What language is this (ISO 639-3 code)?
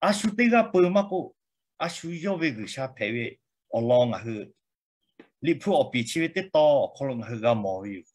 lhu